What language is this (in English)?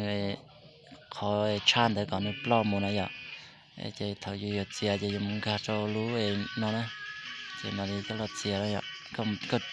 Hmong